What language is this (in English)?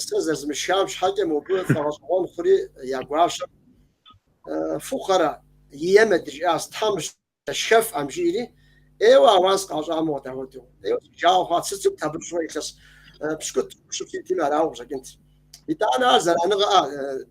Kabardian